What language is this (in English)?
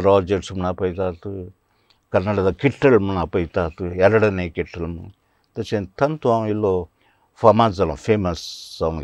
Konkani